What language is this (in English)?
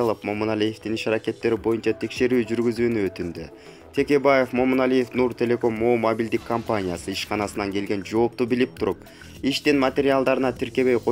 Kyrgyz